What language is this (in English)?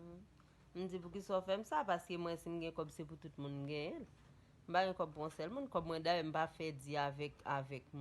Haitian Creole